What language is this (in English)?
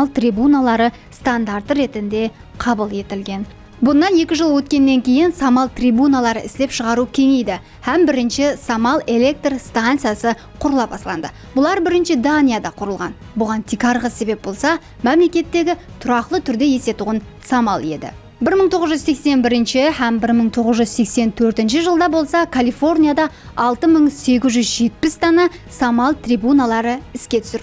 Kara-Kalpak